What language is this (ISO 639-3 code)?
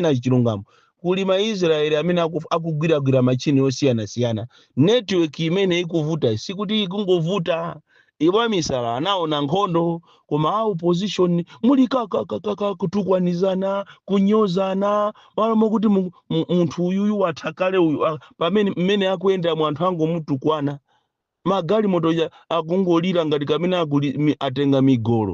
nya